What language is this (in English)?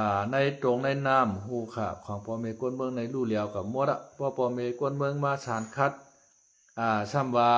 Shan